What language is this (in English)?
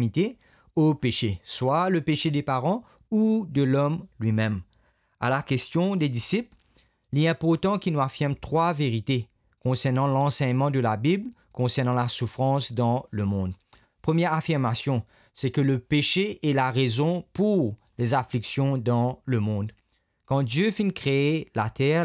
Morisyen